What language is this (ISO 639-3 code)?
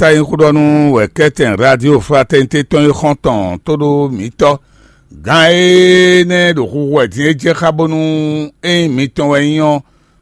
fon